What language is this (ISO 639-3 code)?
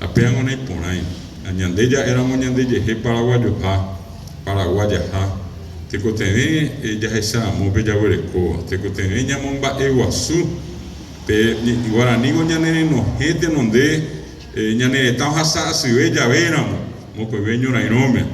grn